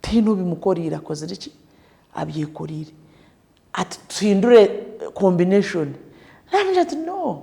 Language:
Nyankole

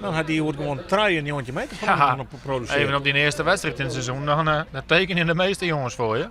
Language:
Western Frisian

